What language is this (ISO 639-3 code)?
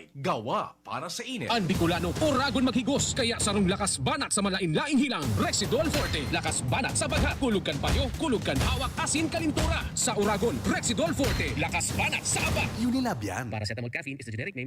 bik